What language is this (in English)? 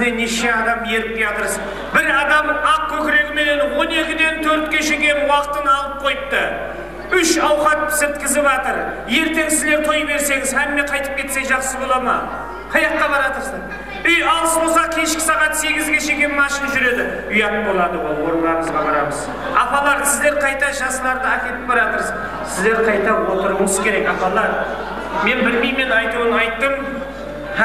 Kara-Kalpak